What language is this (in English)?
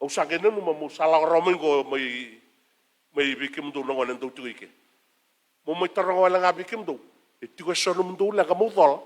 Fijian